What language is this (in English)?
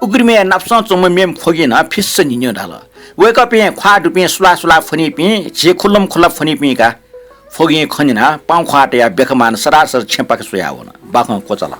Newari